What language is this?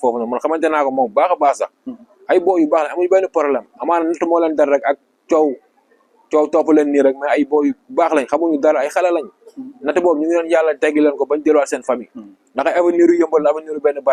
Wolof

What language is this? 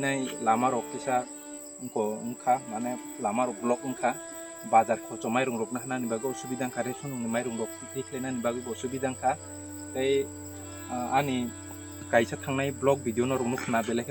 Kok Borok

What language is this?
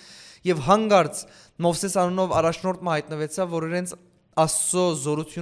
Western Armenian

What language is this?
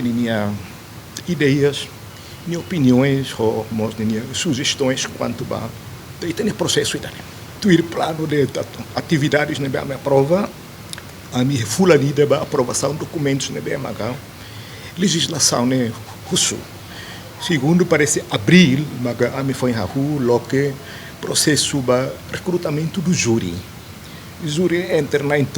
Tetum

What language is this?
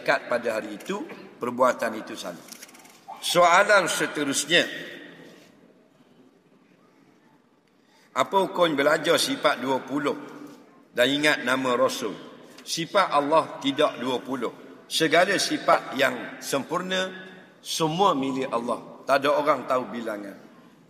Malay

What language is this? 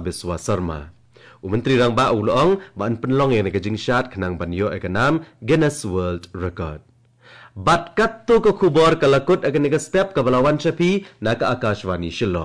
Khasi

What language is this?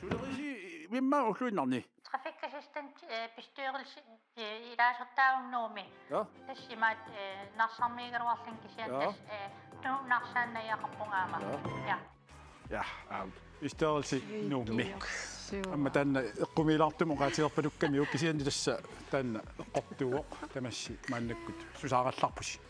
Kalaallisut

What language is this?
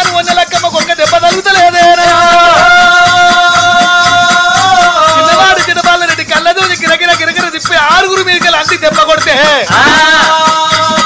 Telugu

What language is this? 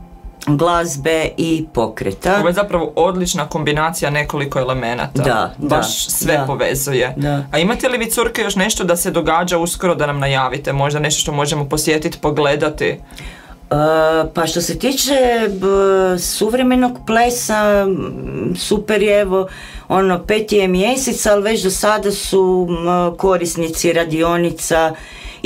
Croatian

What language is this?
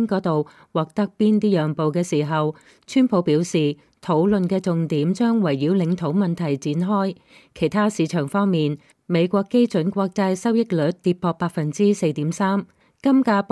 Cantonese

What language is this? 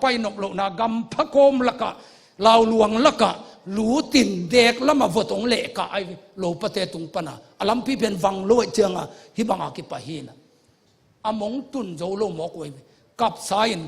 Tedim Chin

